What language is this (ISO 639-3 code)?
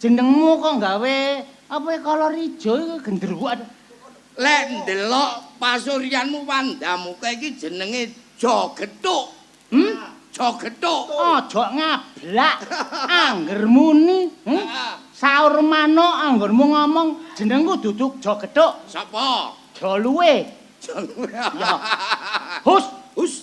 jav